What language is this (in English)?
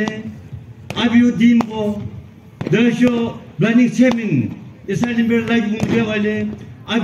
Yimchungru Naga